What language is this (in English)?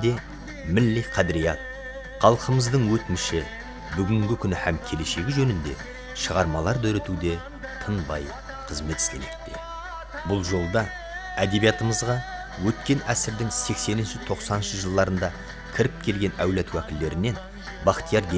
Kara-Kalpak